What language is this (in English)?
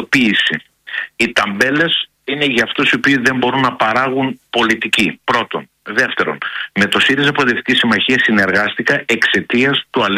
Greek